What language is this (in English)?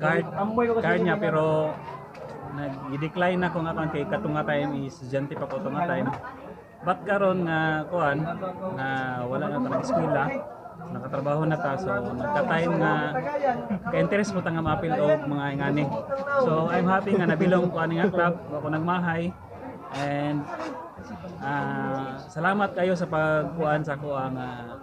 Cebuano